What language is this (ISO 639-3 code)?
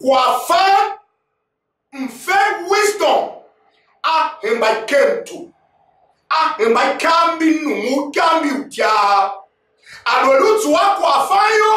tiv